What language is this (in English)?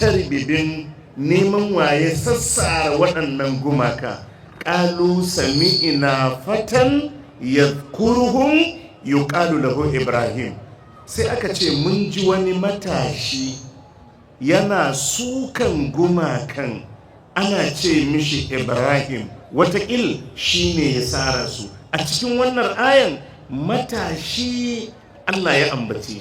Hausa